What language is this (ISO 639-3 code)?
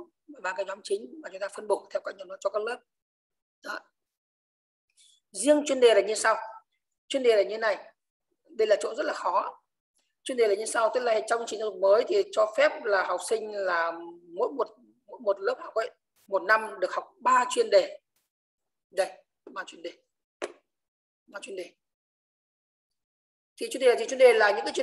vie